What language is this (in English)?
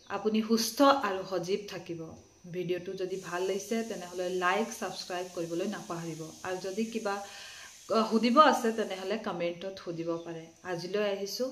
Assamese